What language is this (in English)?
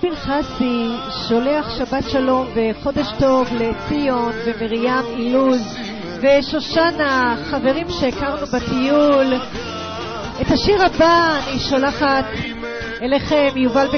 Hebrew